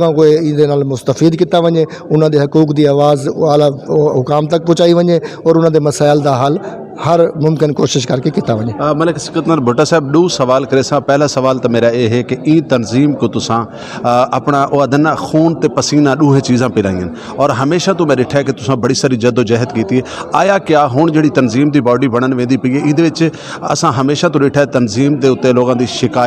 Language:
Saraiki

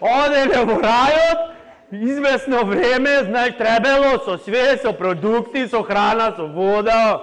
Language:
Macedonian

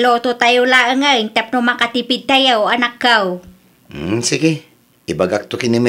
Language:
Iloko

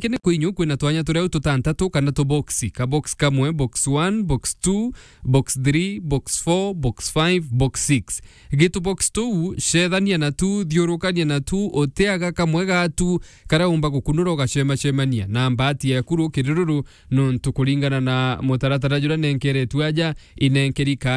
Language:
Meru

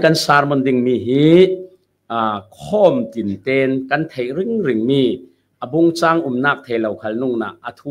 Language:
Falam Chin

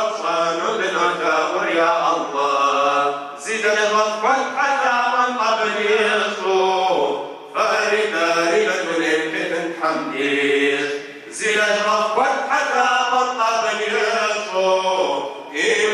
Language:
Kabardian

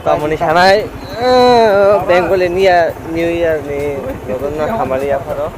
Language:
Kok Borok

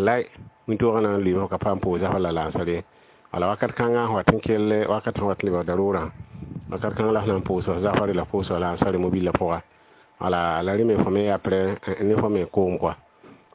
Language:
Mossi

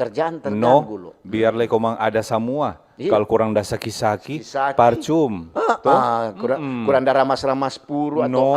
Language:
Manado Malay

